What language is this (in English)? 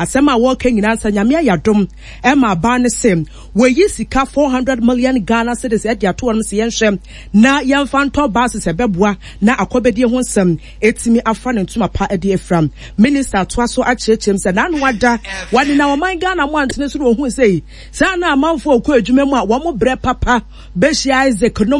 Akan